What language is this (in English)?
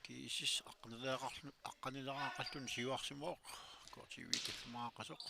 Kalaallisut